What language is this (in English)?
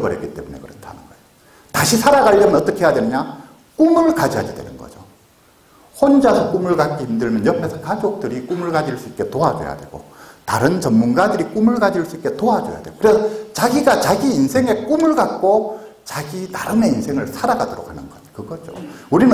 Korean